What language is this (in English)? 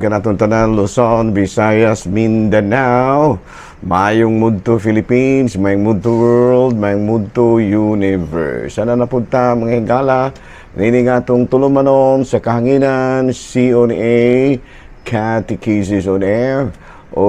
Cebuano